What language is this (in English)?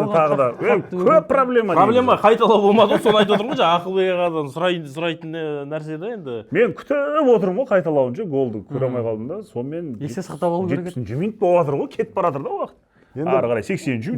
Kazakh